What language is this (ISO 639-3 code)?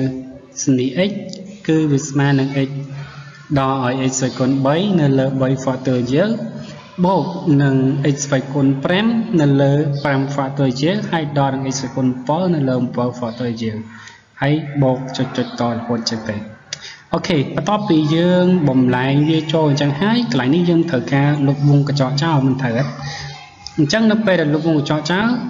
khm